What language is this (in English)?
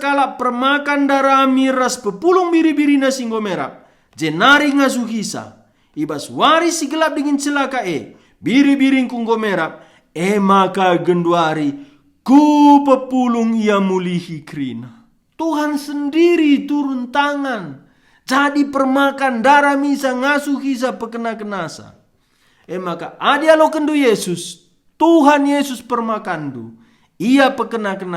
Batak Karo